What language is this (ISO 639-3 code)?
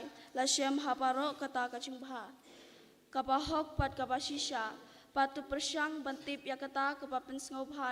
kha